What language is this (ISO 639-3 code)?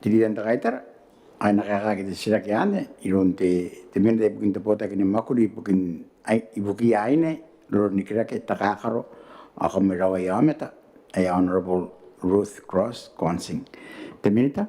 gil